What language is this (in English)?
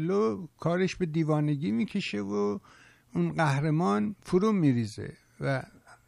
Persian